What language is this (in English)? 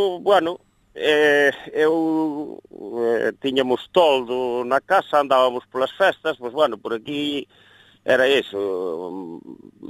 Galician